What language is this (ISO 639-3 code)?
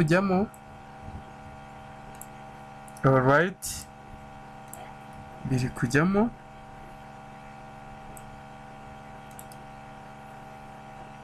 kin